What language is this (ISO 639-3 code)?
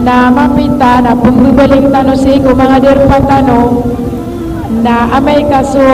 mrw